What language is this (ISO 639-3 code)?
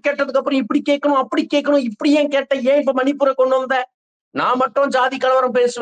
tam